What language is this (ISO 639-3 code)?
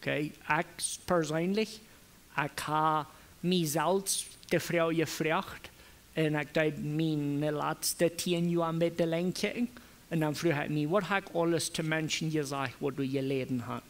pdt